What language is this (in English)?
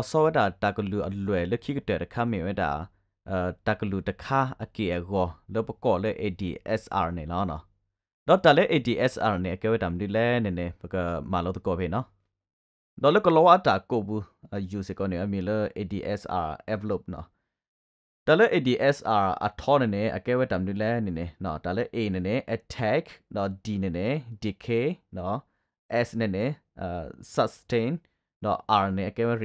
S'gaw Karen